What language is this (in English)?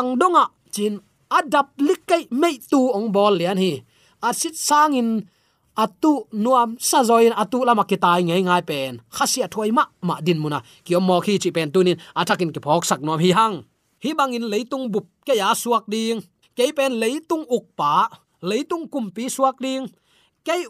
Tedim Chin